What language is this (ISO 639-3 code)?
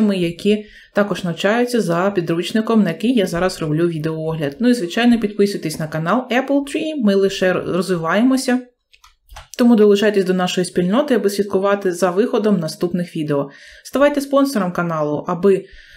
ukr